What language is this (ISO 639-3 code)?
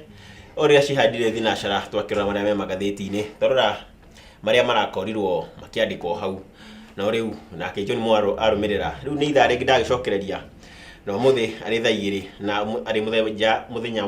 kik